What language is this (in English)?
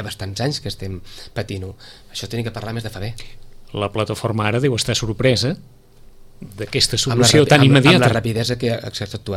Catalan